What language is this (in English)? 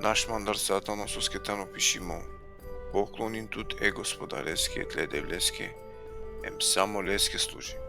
Balkan Romani